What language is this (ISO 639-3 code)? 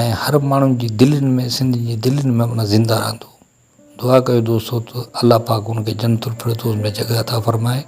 snd